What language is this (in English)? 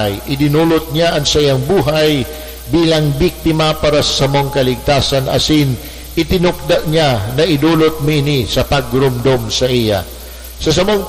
Bikol